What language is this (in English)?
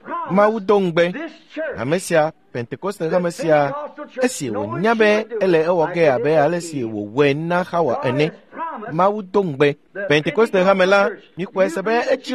Ewe